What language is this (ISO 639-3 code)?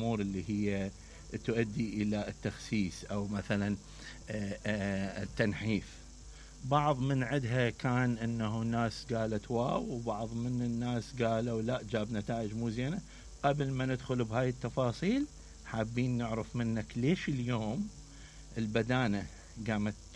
acm